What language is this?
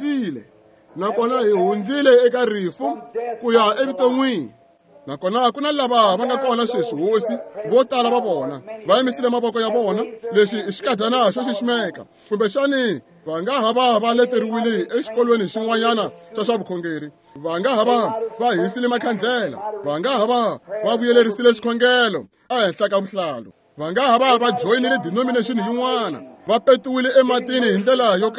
Tsonga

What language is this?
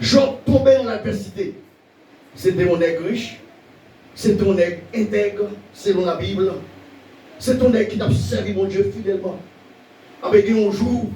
Haitian Creole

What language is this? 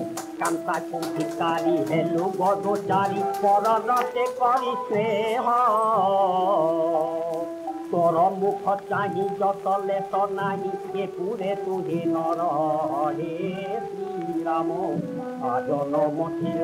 Odia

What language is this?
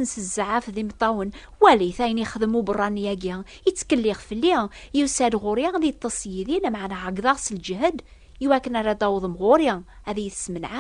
Kabyle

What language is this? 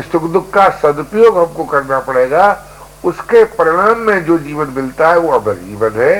Hindi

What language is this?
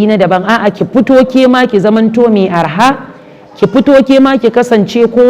Hausa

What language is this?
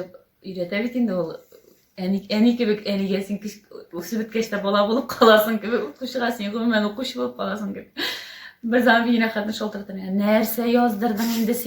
Tatar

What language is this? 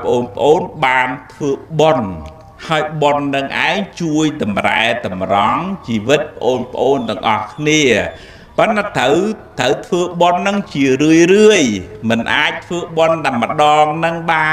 Khmer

